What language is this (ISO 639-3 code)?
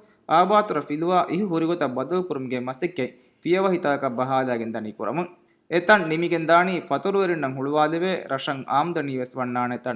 div